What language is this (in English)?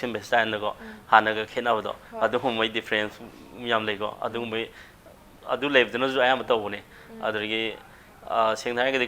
Manipuri